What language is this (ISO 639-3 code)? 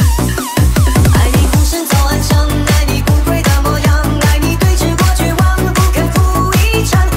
zho